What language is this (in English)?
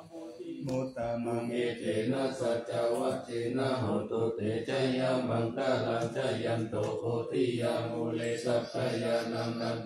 Pali